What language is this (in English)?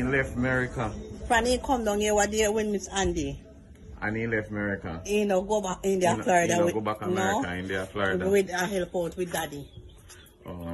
Jamaican Creole English